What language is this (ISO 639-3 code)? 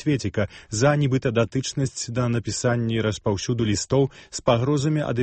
bel